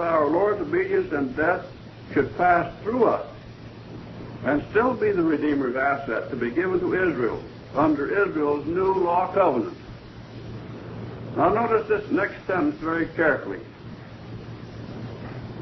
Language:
English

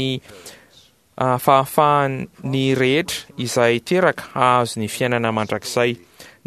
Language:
Malagasy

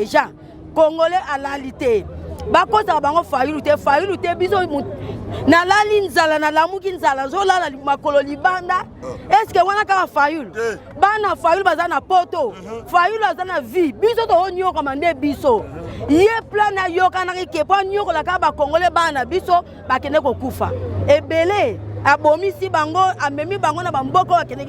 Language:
Lingala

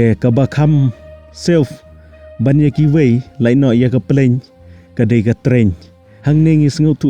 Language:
Khasi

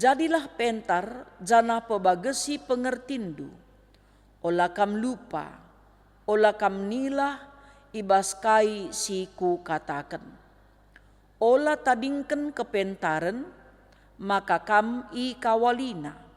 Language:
Batak Karo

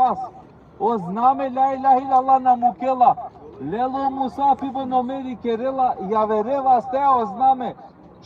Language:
Balkan Romani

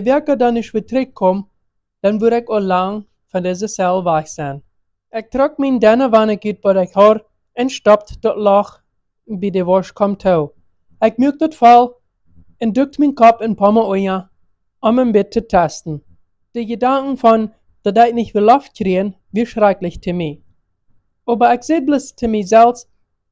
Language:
Plautdietsch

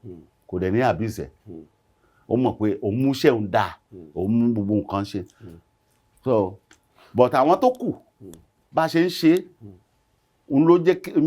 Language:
Yoruba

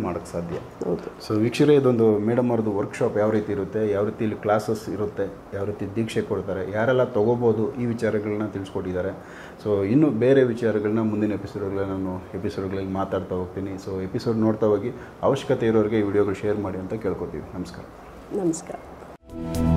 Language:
Kannada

